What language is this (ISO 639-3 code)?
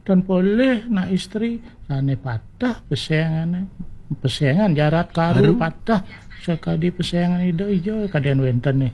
ban